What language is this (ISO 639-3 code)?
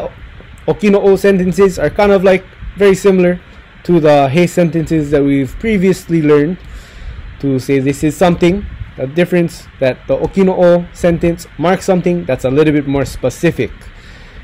haw